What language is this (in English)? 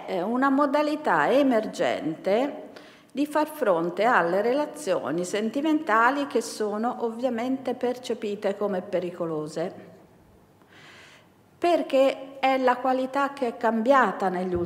Italian